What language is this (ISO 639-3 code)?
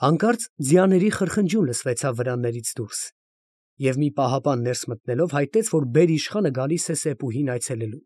hye